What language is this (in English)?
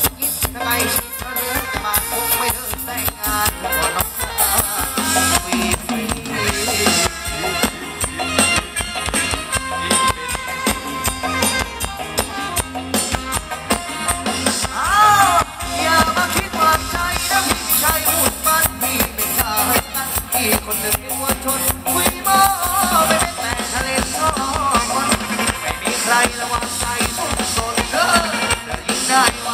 Thai